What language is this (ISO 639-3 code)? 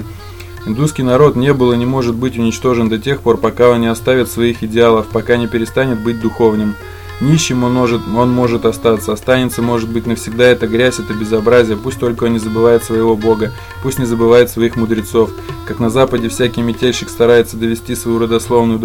rus